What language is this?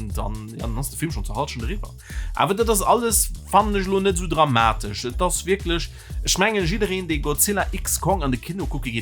Luxembourgish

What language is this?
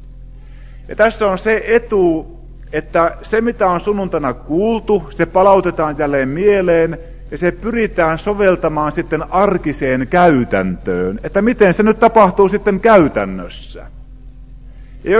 Finnish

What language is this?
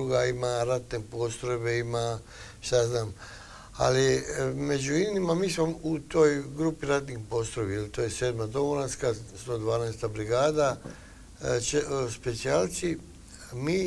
Croatian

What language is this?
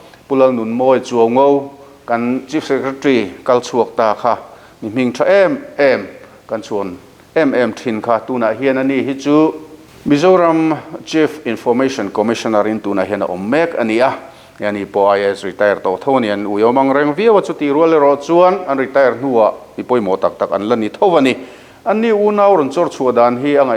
Mizo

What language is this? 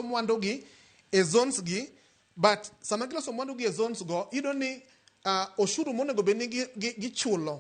Luo (Kenya and Tanzania)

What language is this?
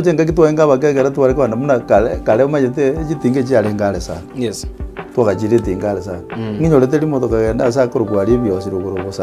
Gusii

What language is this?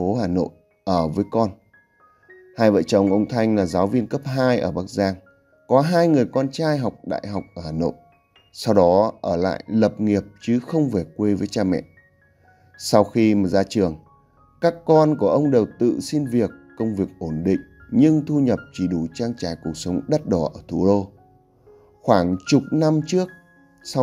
Vietnamese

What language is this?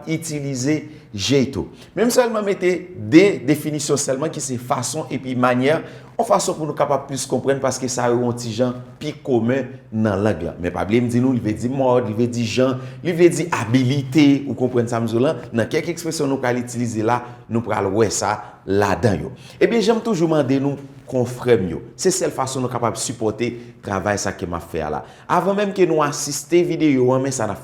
Haitian Creole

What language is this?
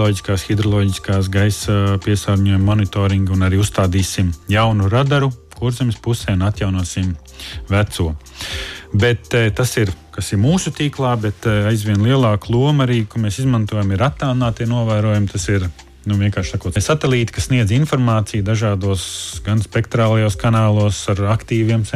Latvian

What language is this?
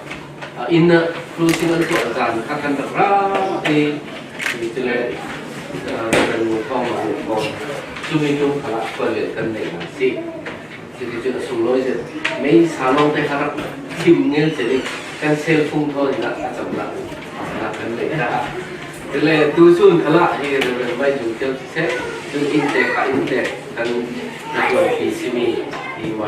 Falam Chin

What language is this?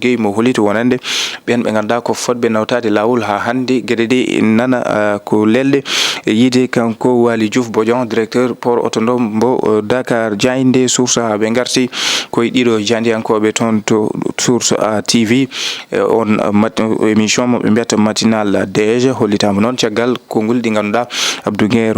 Fula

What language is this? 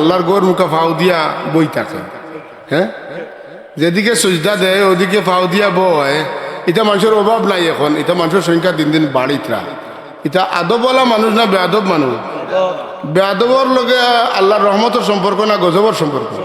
Sylheti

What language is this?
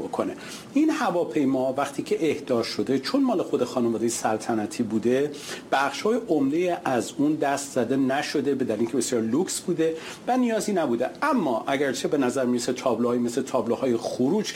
Persian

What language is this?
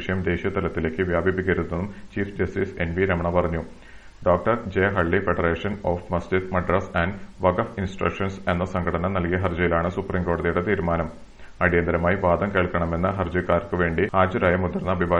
Malayalam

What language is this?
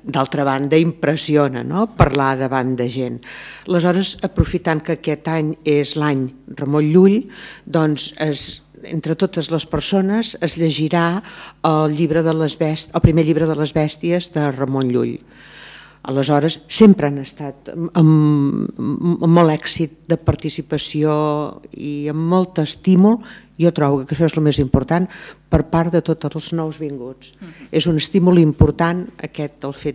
Catalan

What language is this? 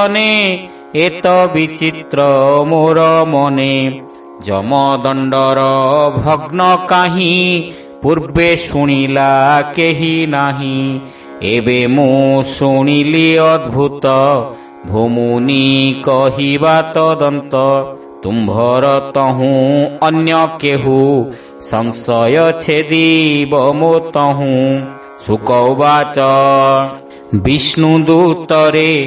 Odia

